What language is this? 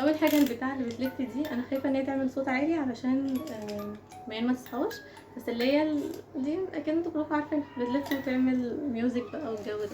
Egyptian Arabic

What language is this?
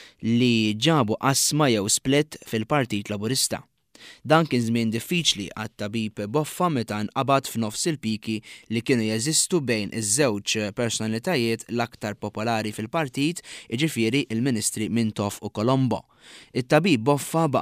Maltese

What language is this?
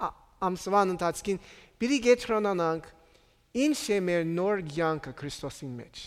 Armenian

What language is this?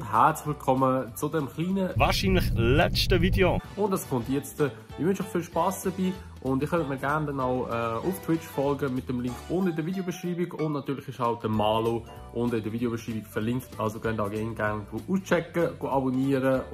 Swiss German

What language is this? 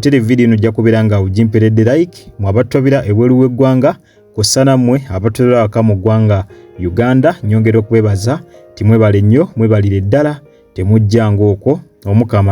Ganda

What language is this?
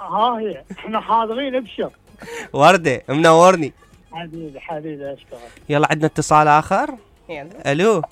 Mesopotamian Arabic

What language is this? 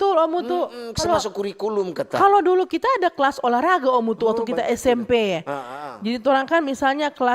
Manado Malay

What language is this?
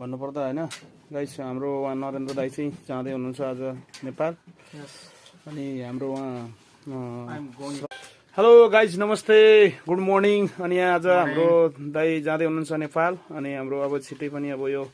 Nepali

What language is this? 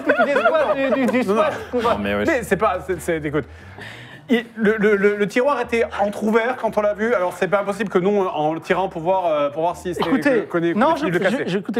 French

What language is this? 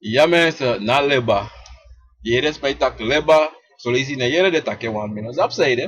Sranan Tongo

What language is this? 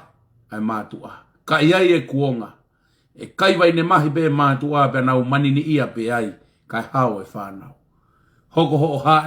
Tongan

